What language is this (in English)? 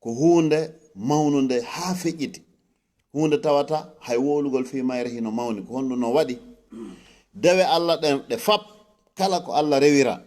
Fula